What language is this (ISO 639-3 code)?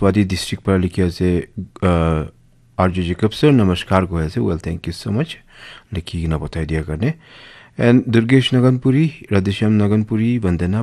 nag